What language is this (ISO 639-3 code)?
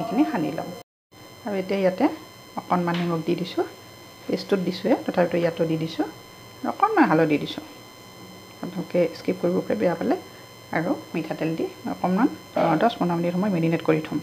asm